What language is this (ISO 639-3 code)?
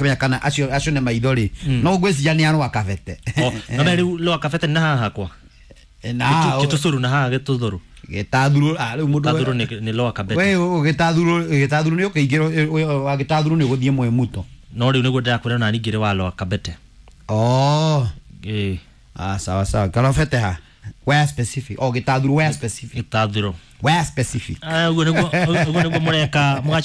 kik